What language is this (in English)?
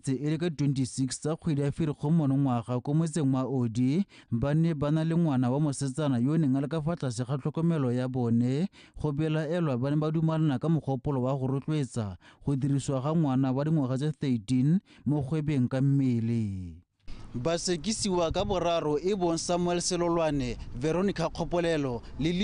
Tswana